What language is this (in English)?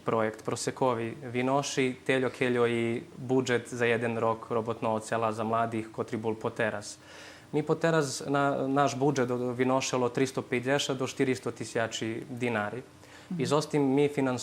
Rusyn